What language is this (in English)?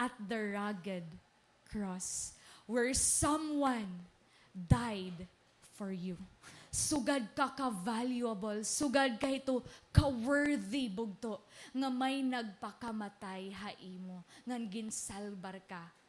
Waray